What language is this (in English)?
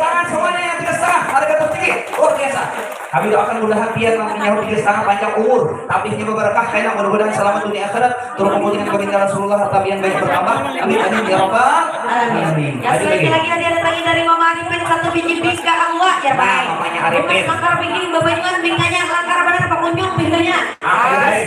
Banjar